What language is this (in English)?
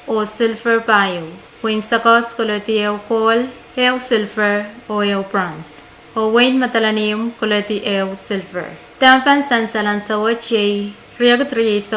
Pohnpeian